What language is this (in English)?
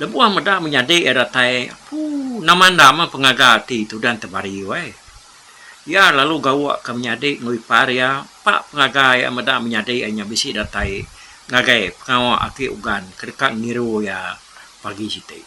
Iban